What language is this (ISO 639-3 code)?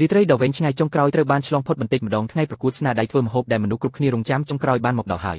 khm